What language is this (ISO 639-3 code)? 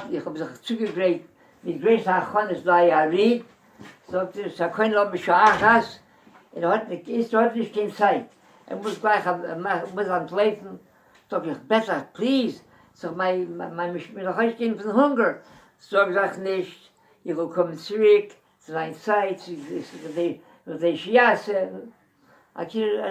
yid